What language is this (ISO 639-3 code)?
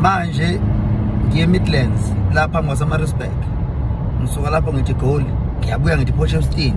zul